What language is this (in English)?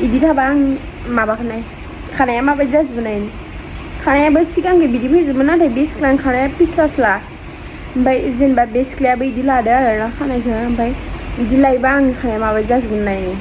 Bodo